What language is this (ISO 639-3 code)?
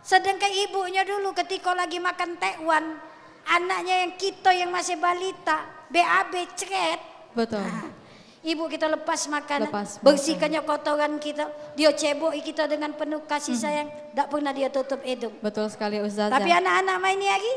mui